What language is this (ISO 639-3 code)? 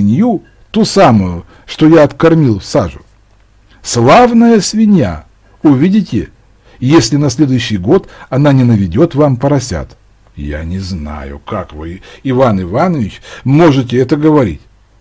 rus